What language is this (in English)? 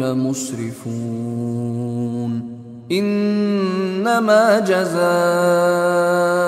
Arabic